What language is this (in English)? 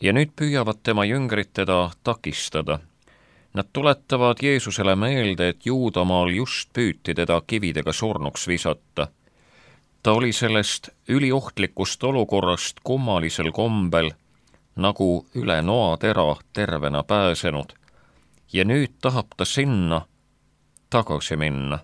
Estonian